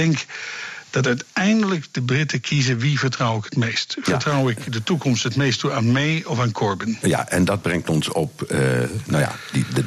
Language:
Dutch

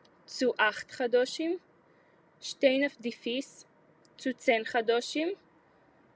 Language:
Yiddish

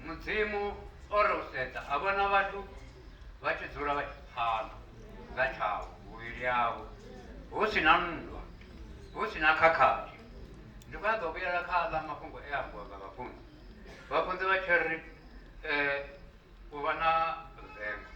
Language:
Venda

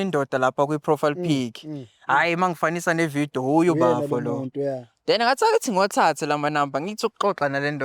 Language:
Zulu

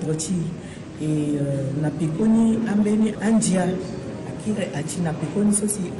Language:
Sango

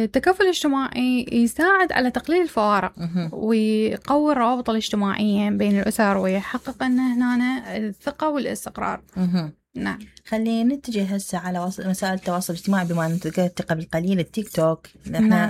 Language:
Mesopotamian Arabic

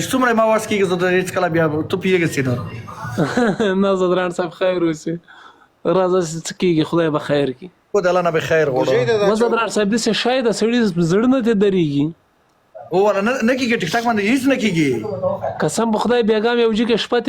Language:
Pashto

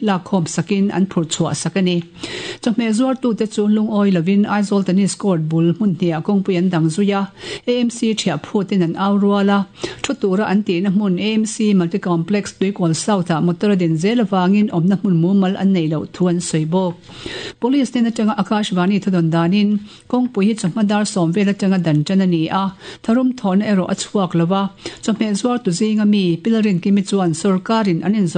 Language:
Mizo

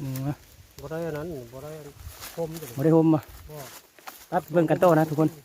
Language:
Lao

